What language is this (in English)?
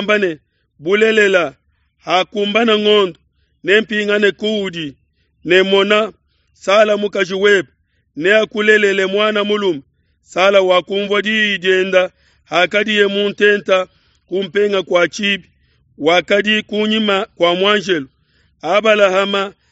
Luba-Lulua